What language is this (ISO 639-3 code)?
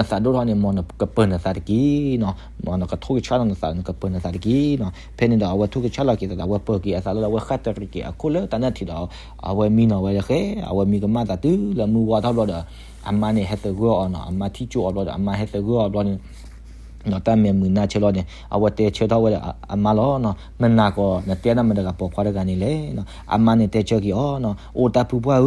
ksw